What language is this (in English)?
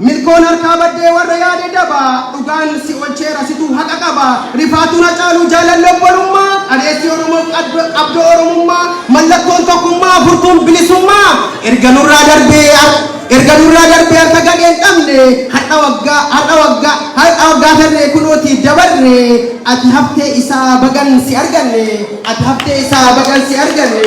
Oromo